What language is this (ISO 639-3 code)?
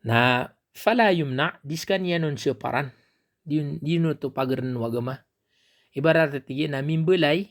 mrw